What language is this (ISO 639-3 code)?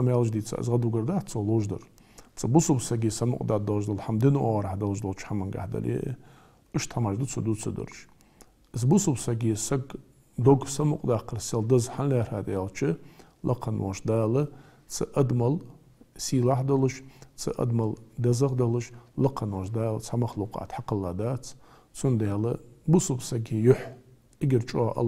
inh